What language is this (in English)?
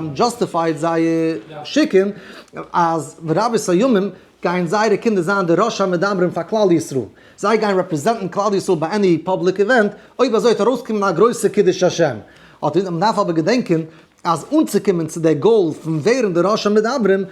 Yiddish